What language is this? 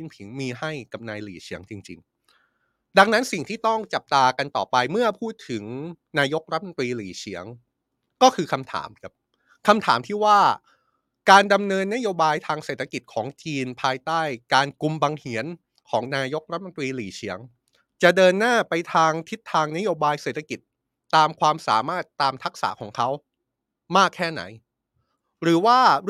Thai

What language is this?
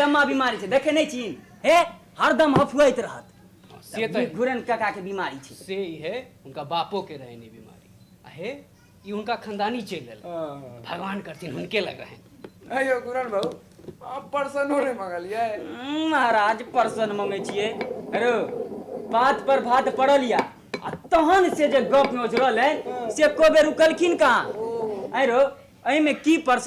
Maithili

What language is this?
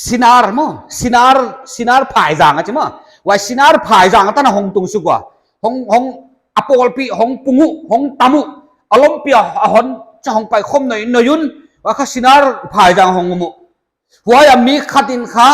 Paite Chin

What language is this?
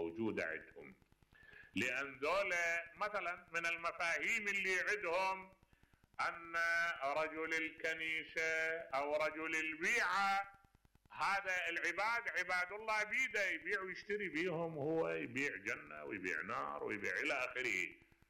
Mesopotamian Arabic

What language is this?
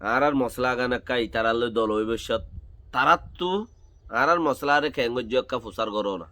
Rohingya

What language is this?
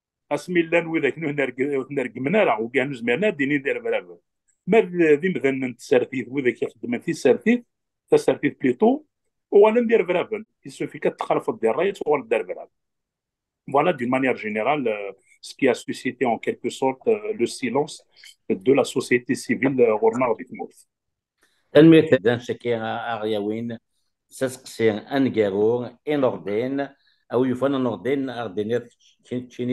Kabyle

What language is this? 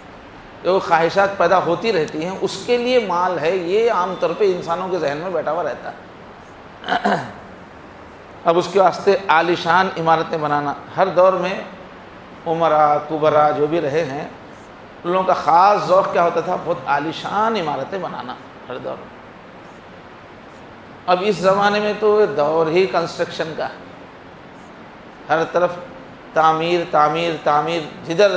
Urdu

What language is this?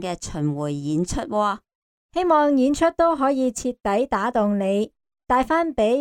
Cantonese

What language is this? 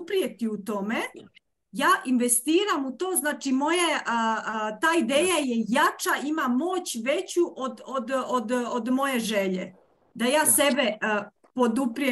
Croatian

